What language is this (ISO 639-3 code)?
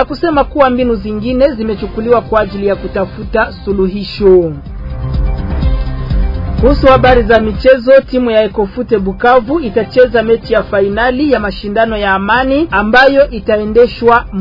swa